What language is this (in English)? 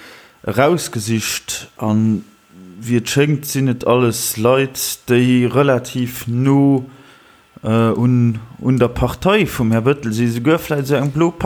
Luxembourgish